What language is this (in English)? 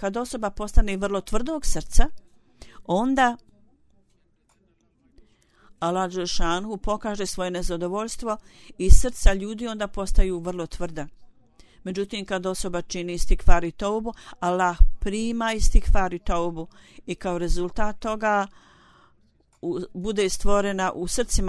Bosnian